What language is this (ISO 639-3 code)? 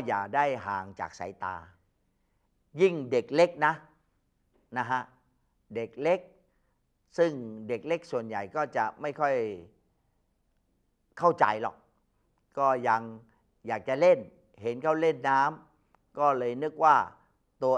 tha